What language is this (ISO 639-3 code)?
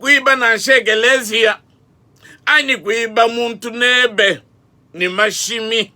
lua